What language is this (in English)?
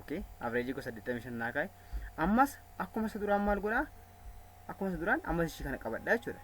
Oromo